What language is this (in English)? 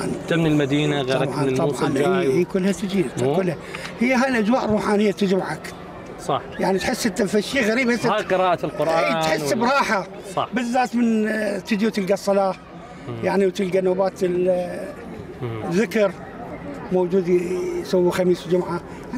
Mesopotamian Arabic